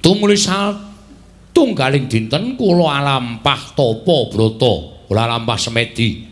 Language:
Javanese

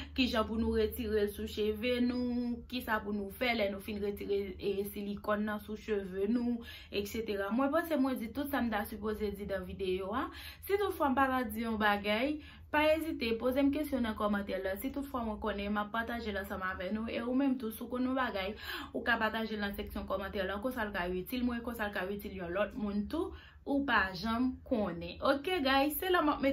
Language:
Haitian Creole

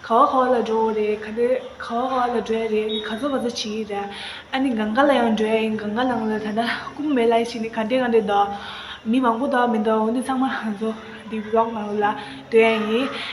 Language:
Tibetan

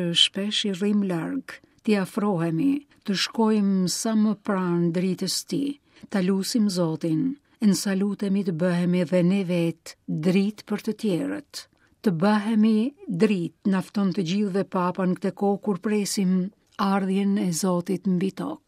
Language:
Albanian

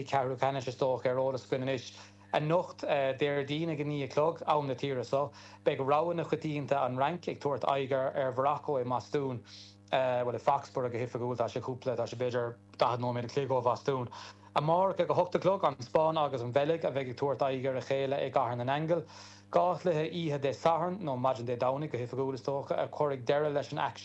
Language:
Irish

